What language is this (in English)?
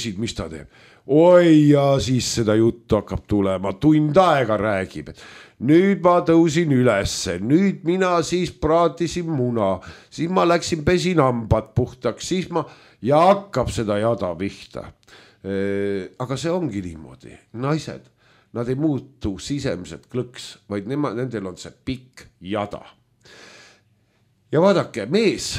Estonian